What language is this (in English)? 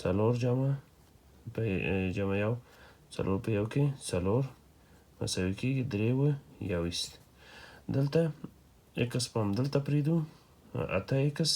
Pashto